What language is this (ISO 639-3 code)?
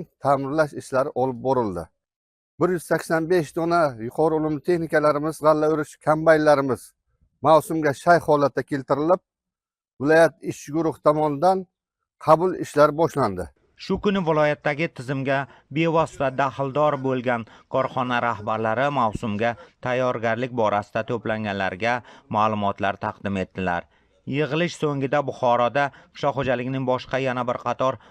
uzb